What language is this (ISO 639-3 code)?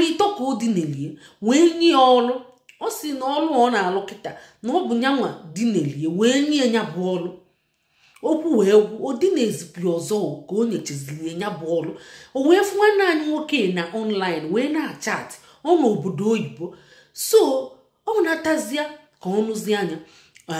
ibo